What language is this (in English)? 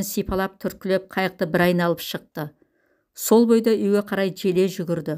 Kazakh